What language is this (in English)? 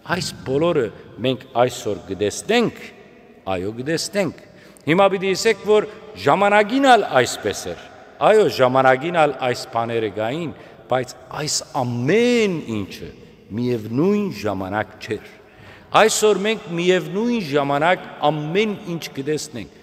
Western Armenian